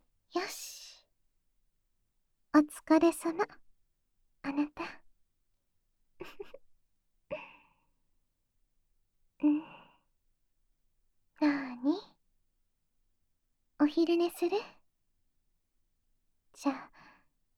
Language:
Japanese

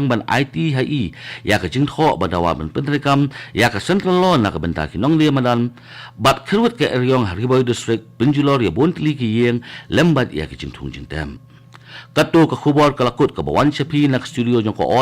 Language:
Khasi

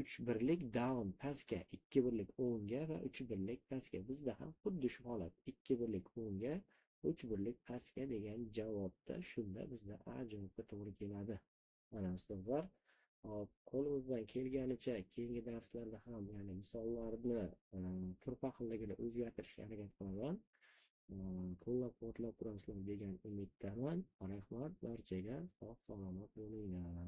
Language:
Uzbek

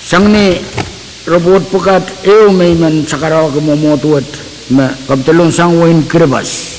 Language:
Pohnpeian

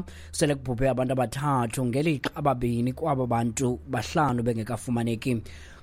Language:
Xhosa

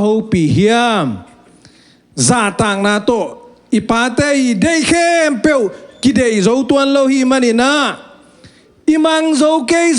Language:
Tedim Chin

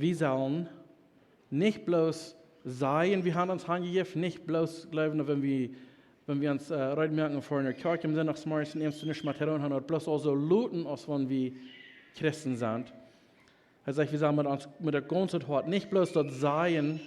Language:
Plautdietsch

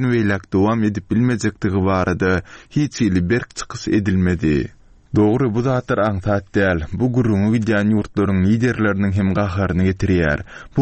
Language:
Turkmen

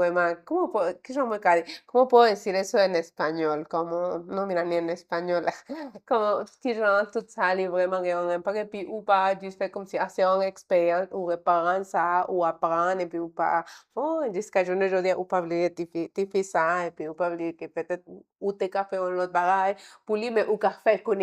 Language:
Haitian Creole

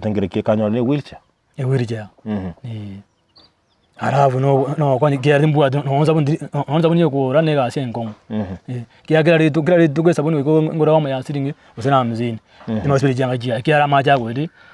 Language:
Gusii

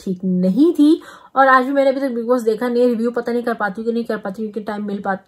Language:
Hindi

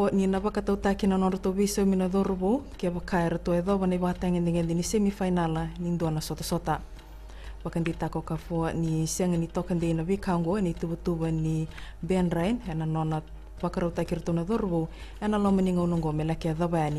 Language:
Fijian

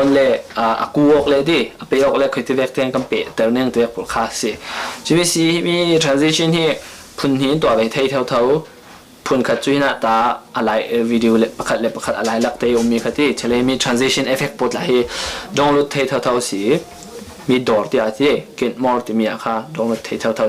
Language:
Falam Chin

